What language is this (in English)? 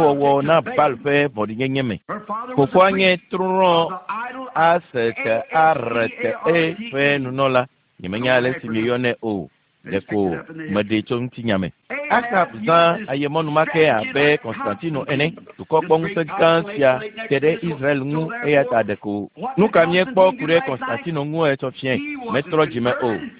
Ewe